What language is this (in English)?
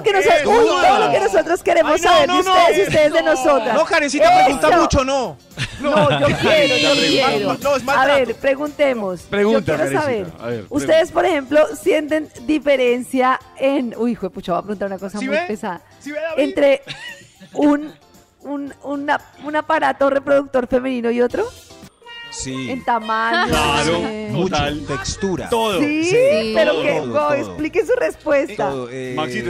Spanish